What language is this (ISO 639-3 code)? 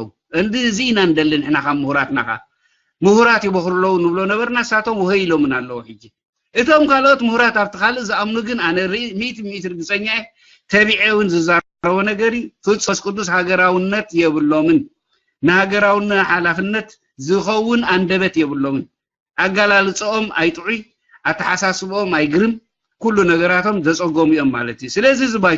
tir